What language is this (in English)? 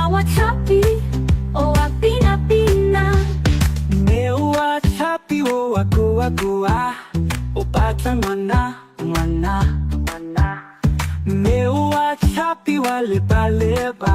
Tswana